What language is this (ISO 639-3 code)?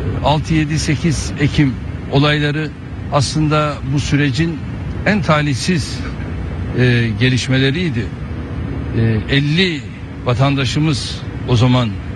tur